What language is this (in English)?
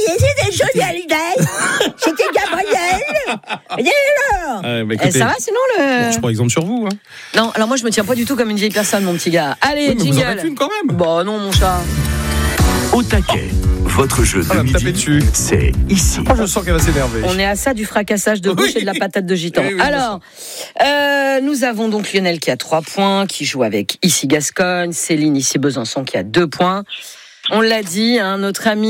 French